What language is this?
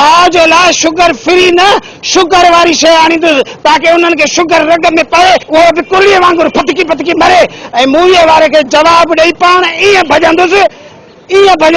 Sindhi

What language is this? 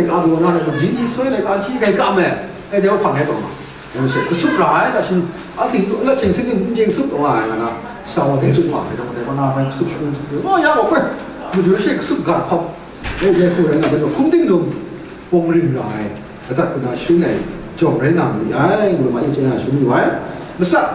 Kachin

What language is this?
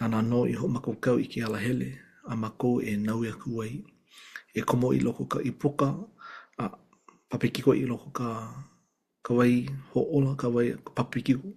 Hawaiian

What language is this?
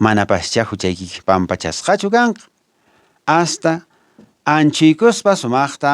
Quechua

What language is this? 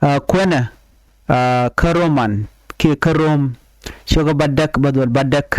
Nuer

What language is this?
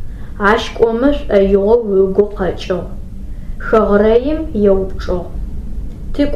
Adyghe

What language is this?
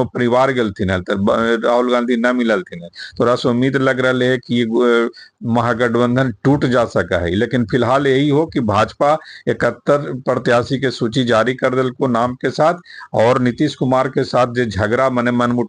Magahi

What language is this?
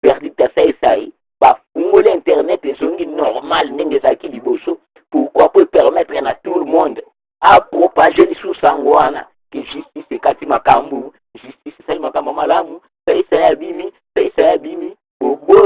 Lingala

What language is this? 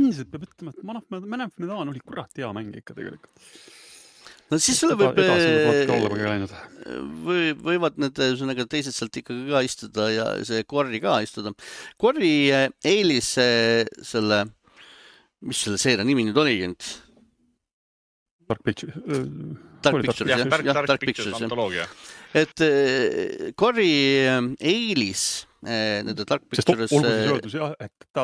Estonian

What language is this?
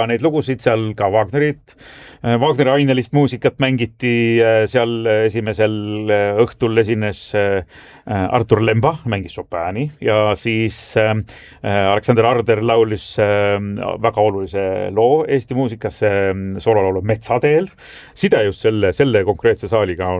Estonian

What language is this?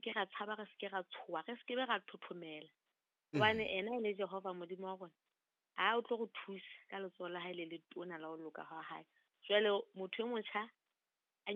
Southern Sotho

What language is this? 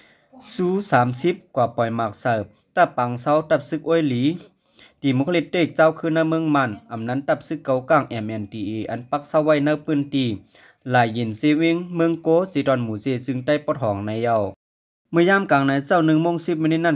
Lao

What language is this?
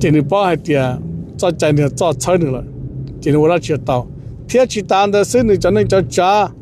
Hmong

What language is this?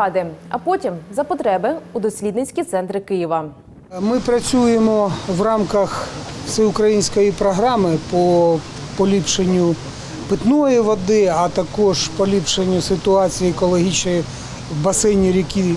Ukrainian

